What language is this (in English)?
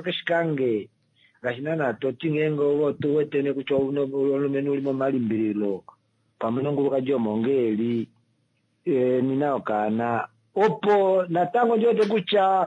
Kuanyama